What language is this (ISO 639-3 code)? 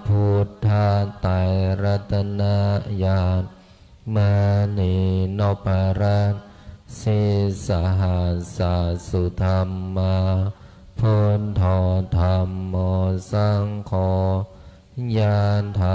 pli